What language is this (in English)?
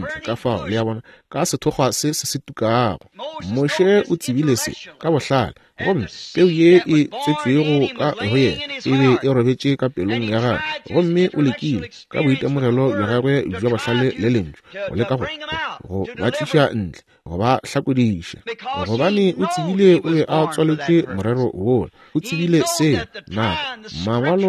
Northern Sotho